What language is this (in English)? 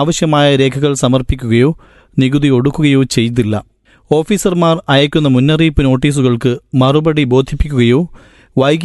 Malayalam